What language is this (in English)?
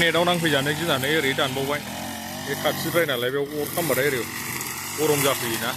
Bodo